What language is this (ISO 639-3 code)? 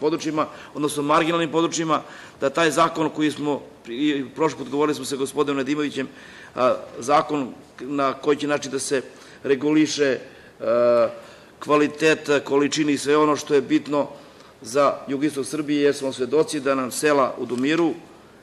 srp